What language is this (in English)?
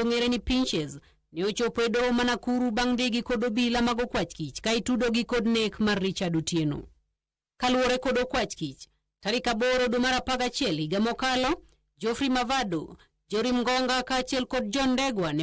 Luo (Kenya and Tanzania)